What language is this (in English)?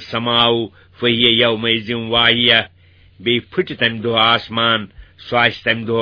Kashmiri